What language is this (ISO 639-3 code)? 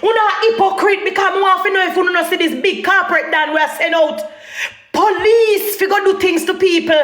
jam